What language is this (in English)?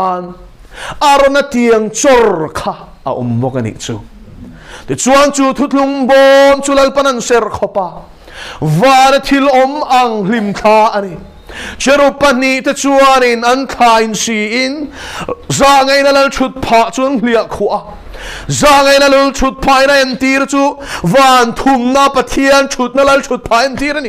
Mizo